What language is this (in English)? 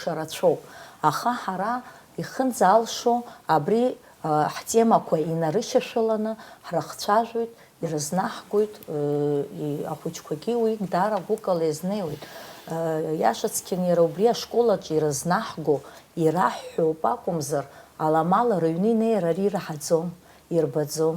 Abkhazian